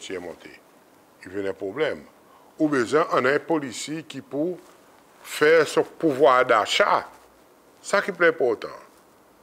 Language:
Seselwa Creole French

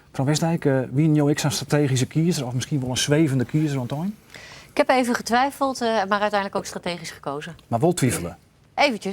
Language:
Western Frisian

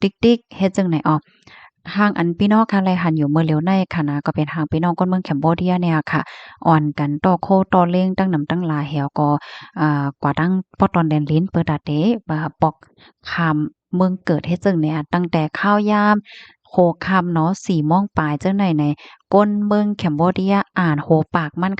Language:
Shan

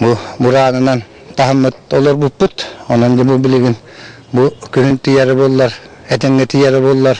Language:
Yakut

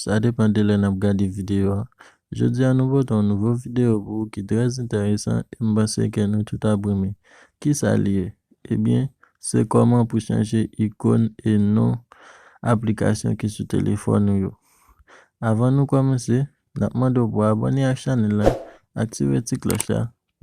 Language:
Haitian Creole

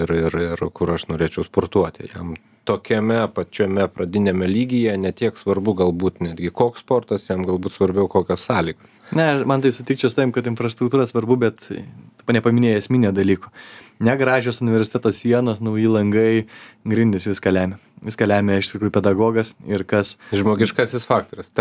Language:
Lithuanian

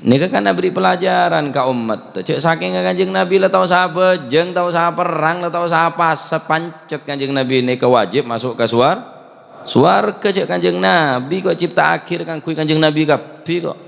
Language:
Madurese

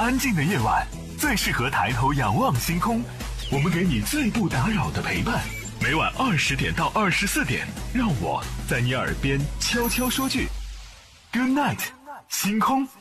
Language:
Chinese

